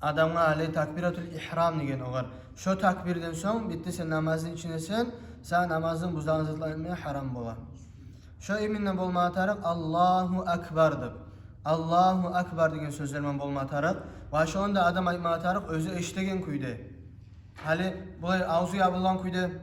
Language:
Kumyk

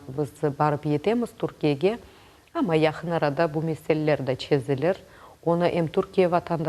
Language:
Crimean Tatar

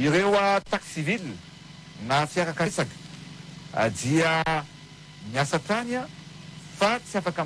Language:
Malagasy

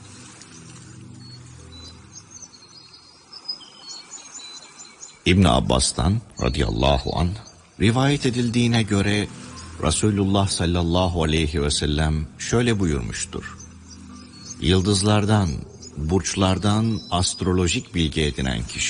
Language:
Turkish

